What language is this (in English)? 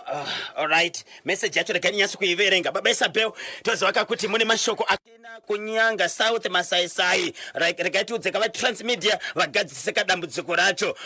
Shona